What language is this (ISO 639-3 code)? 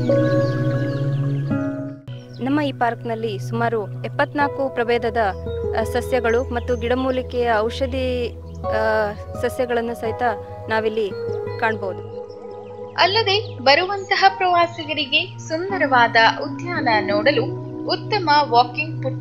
kan